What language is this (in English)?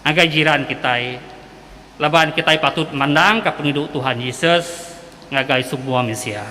Iban